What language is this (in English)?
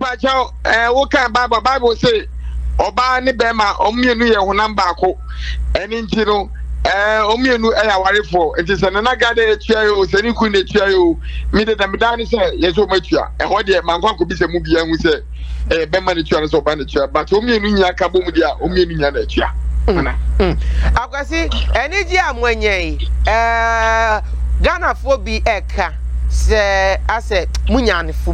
Akan